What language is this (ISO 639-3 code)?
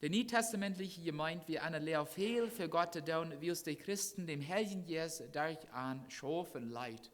pdt